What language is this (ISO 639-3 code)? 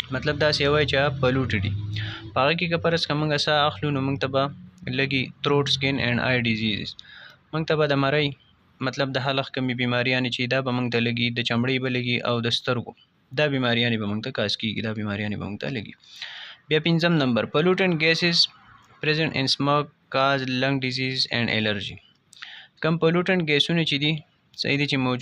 pus